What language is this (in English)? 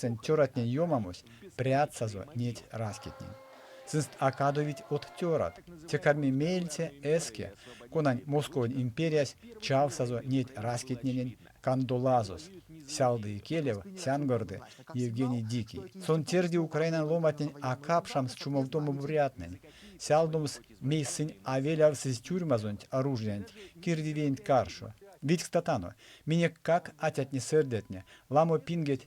Erzya